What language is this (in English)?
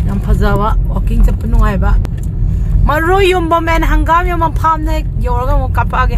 Manipuri